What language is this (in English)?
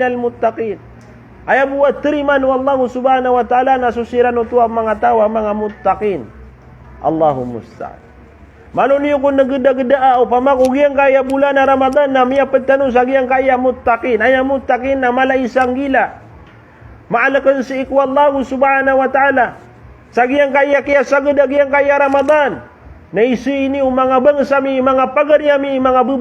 Maranao